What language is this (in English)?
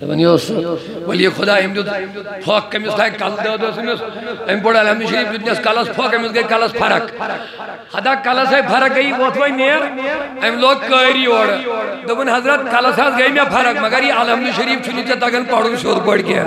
Kashmiri